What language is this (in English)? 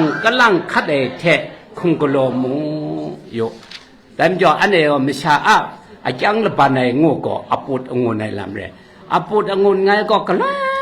Kachin